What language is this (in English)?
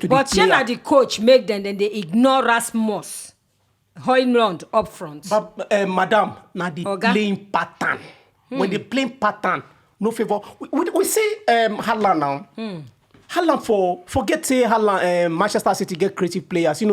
Nigerian Pidgin